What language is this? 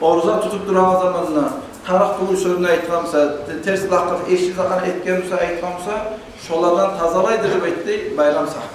Kumyk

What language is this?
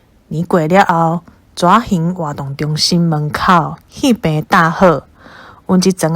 Min Nan Chinese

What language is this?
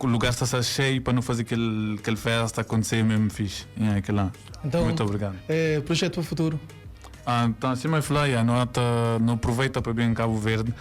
Kabuverdianu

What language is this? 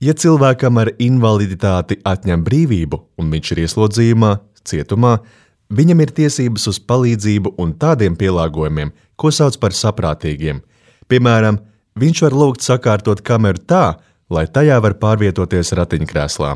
Latvian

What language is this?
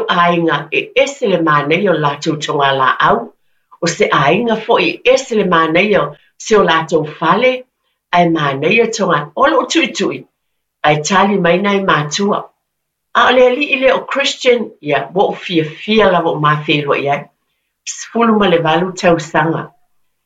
Samoan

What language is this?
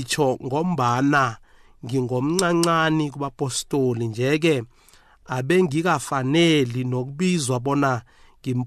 South Ndebele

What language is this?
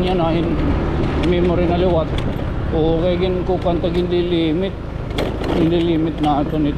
Waray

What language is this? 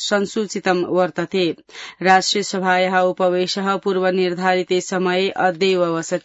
Sanskrit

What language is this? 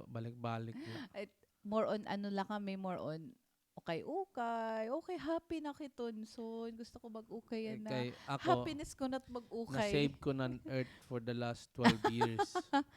Waray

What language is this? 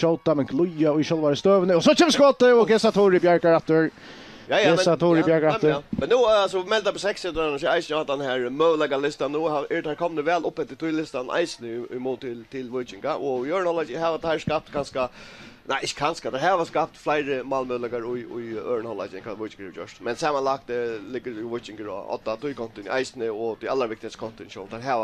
Faroese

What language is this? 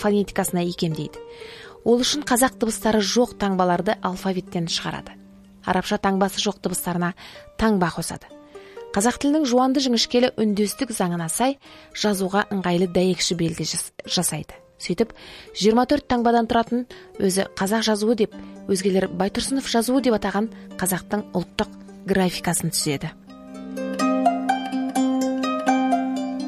Kazakh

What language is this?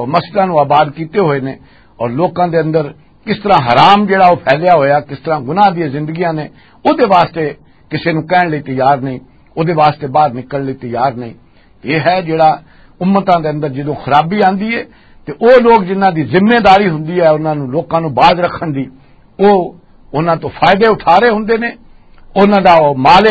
Western Panjabi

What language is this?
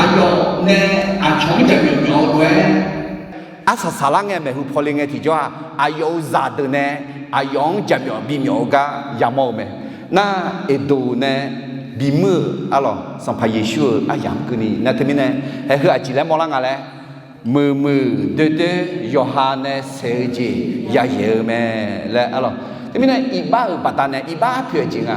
Akha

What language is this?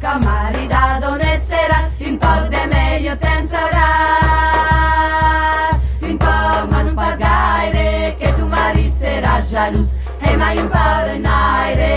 Occitan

